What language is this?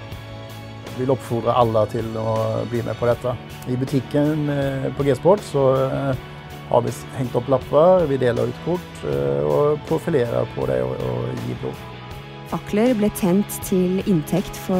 Norwegian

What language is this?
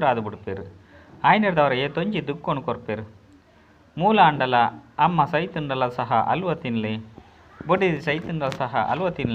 Tulu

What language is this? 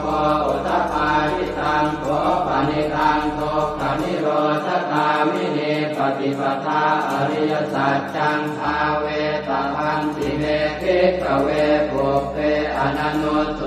Pali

